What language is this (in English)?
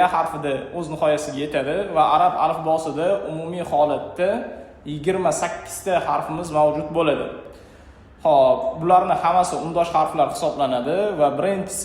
Uzbek